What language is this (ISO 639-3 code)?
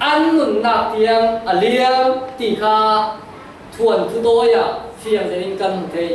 cfm